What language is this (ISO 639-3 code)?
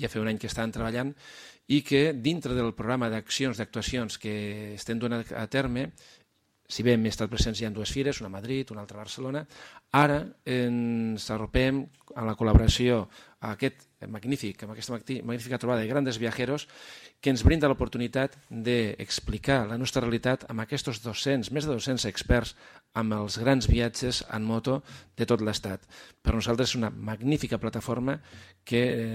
cat